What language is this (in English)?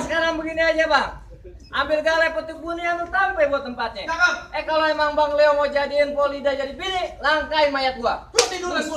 Betawi